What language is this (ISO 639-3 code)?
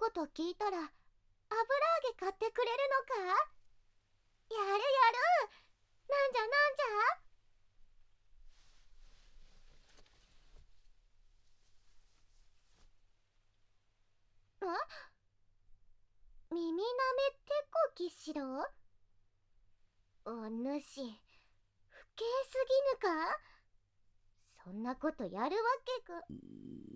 jpn